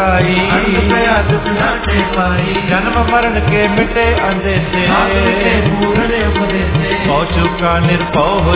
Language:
Punjabi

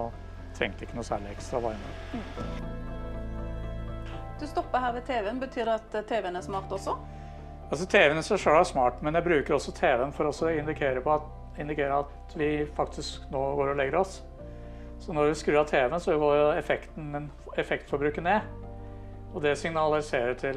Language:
Norwegian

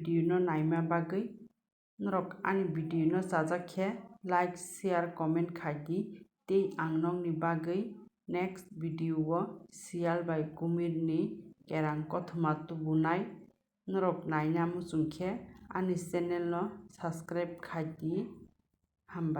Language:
Kok Borok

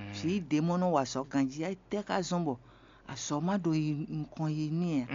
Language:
Fon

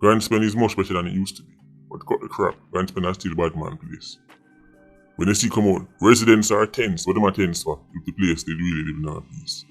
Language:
Jamaican Creole English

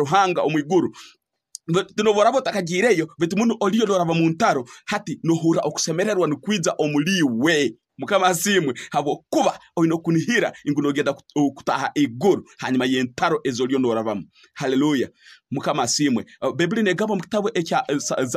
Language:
Tooro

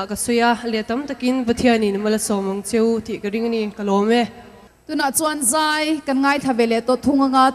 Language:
Mizo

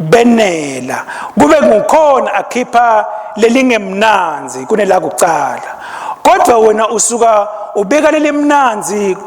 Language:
Swati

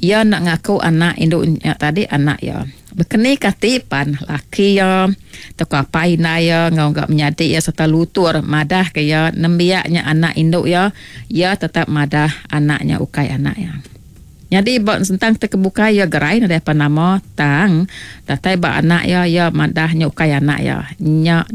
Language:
Iban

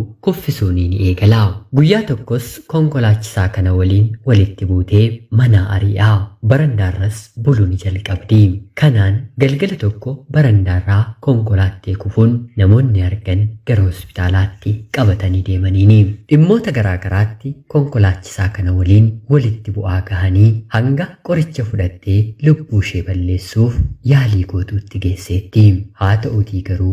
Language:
Oromo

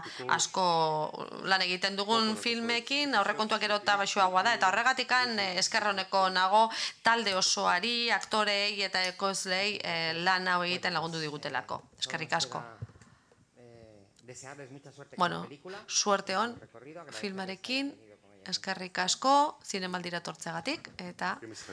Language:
Basque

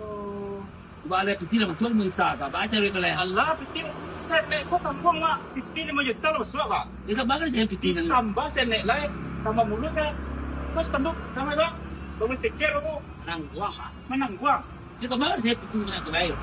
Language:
Minangkabau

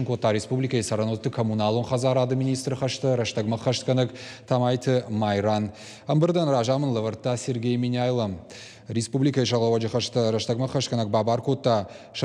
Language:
Ossetic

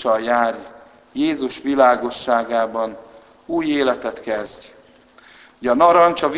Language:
Hungarian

